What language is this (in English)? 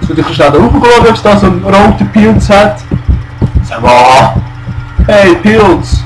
Swiss German